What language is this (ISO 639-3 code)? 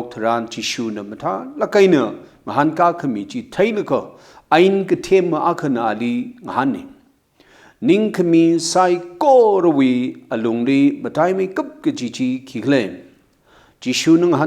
nmf